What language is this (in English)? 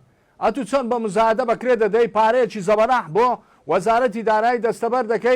Central Kurdish